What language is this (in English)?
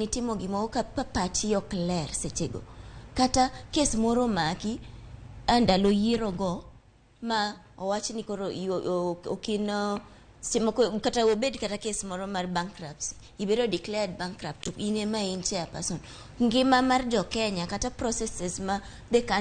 Luo (Kenya and Tanzania)